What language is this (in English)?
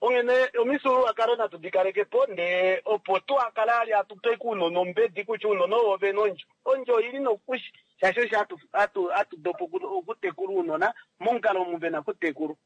Kuanyama